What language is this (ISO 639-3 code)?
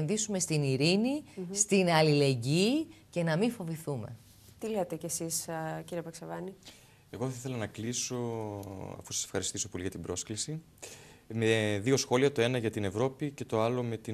ell